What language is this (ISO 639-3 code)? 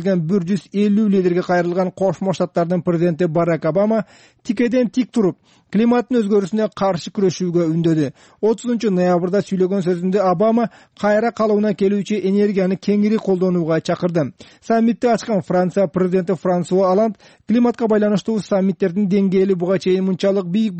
kir